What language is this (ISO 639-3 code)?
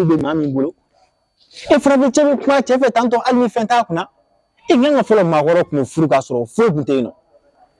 bam